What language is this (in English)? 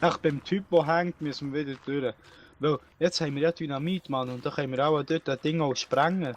Swiss German